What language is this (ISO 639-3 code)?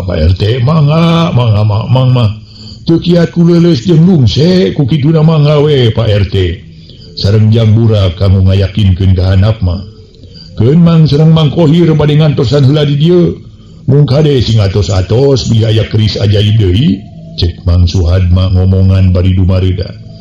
sun